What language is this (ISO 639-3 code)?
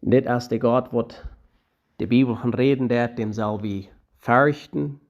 pdt